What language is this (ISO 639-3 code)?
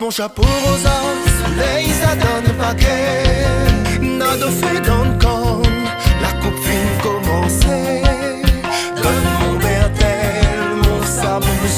rcf